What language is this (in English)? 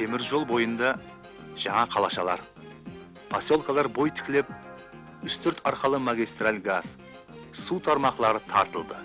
Kara-Kalpak